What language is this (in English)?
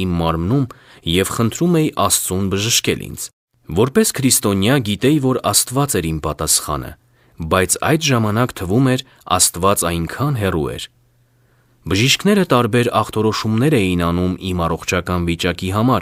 Armenian